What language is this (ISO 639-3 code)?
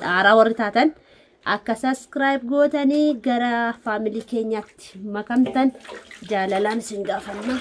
orm